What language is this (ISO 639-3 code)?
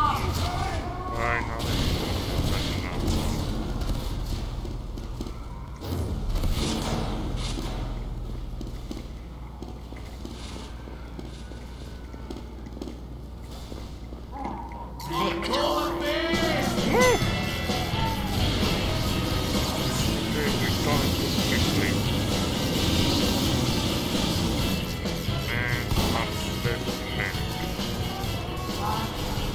eng